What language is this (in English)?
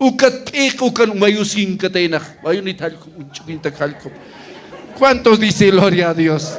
Aymara